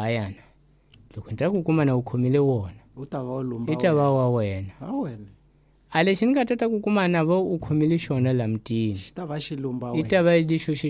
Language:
Tsonga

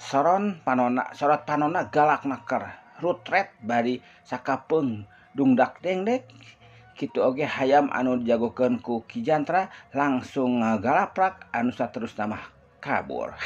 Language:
Sundanese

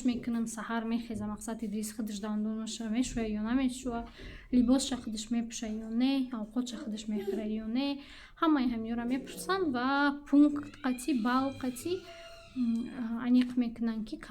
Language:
Tajik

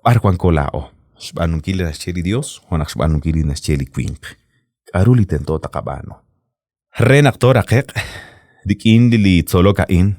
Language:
Kekchí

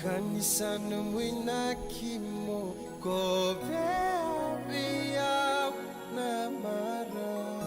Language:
Fijian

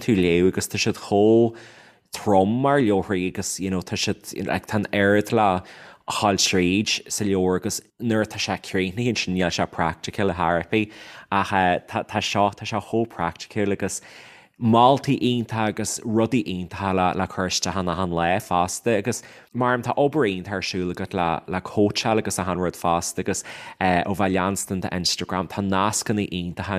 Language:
Irish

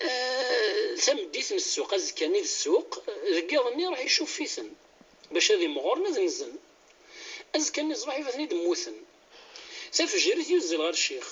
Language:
Kabyle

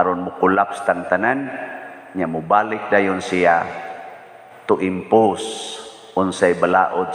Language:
Cebuano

